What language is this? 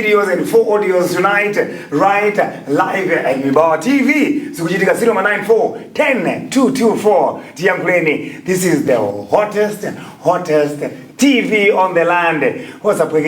Nyanja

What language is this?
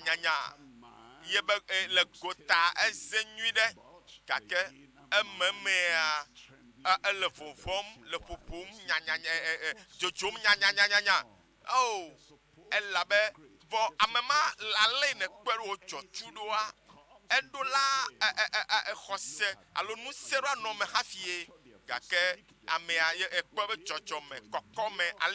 Ewe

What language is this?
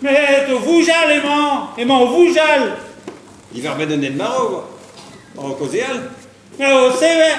Breton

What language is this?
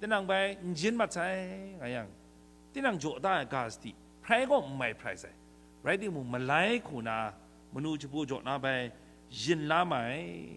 Kachin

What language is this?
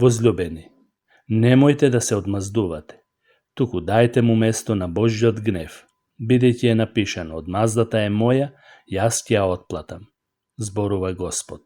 Macedonian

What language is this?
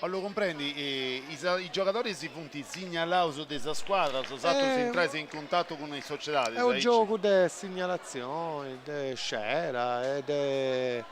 Sardinian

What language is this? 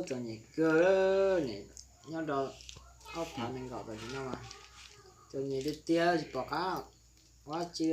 Hmong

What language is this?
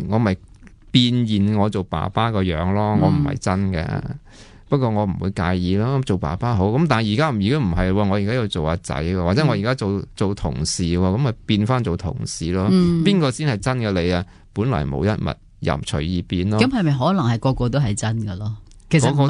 Cantonese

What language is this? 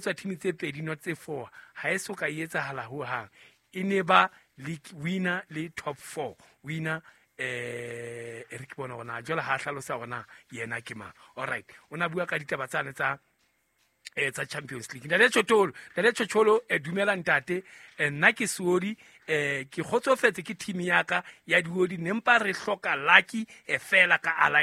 Southern Sotho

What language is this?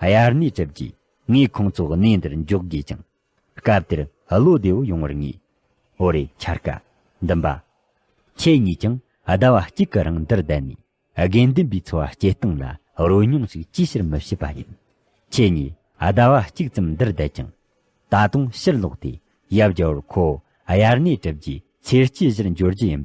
Tibetan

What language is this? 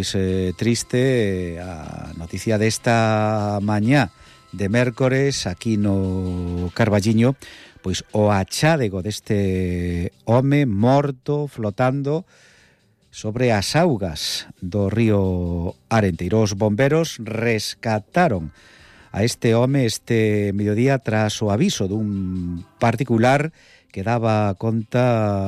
Galician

